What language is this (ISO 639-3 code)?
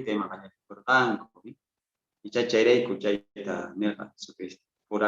quh